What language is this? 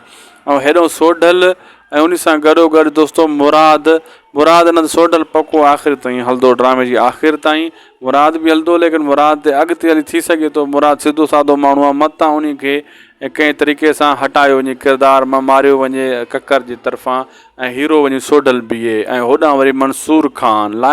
Sindhi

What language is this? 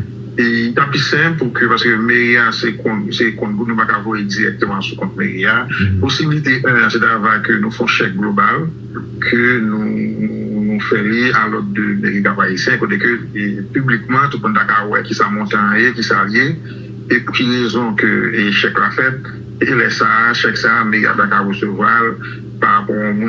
Haitian Creole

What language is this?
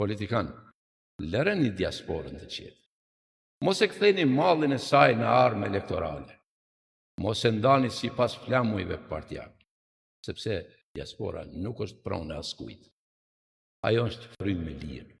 Albanian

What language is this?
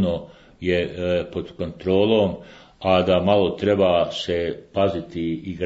Bosnian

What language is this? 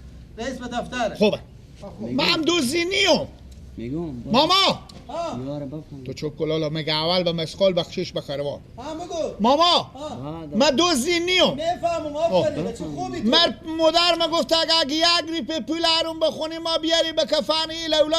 Persian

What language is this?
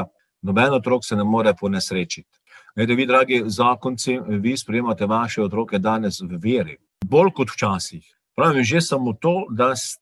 Slovenian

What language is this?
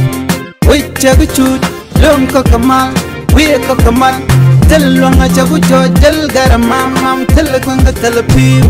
Nuer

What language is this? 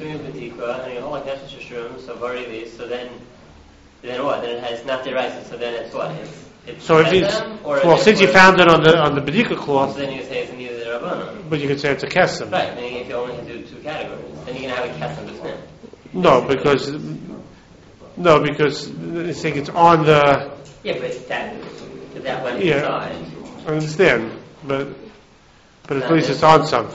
English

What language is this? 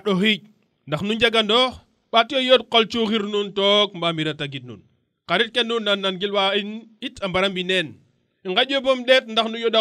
Serer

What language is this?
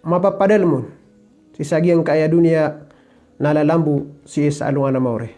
Maranao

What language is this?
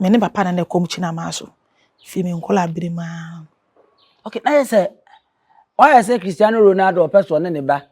Akan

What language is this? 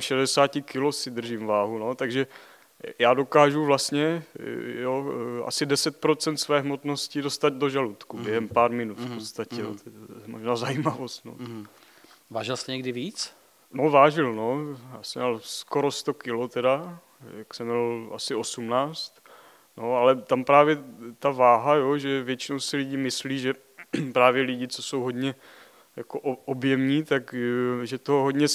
Czech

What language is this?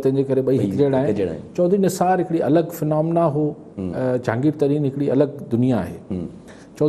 Sindhi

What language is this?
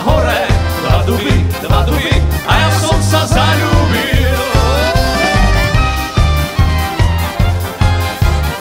Slovak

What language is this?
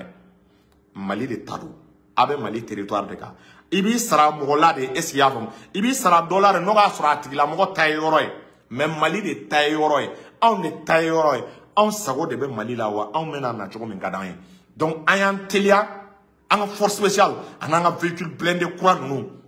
Bambara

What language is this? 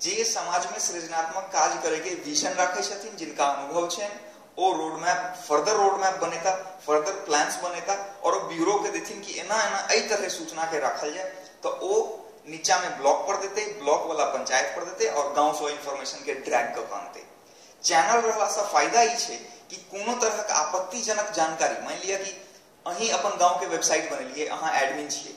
Maithili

